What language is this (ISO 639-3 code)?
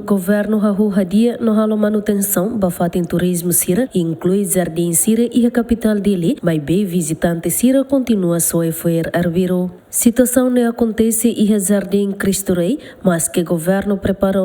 tet